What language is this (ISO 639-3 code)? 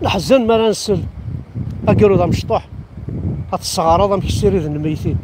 kab